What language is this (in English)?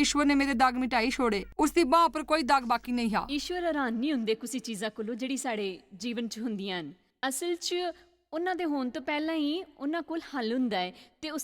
Dogri